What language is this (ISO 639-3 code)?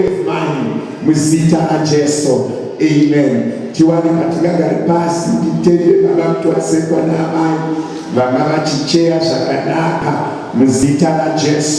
sna